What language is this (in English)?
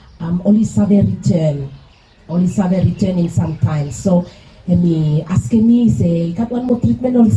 Bislama